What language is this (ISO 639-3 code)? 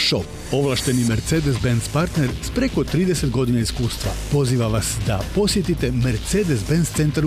hrv